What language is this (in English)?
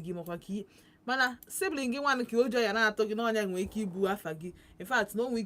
Igbo